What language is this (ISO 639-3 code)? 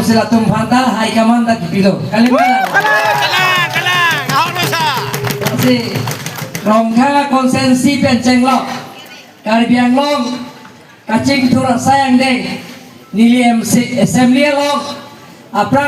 mjw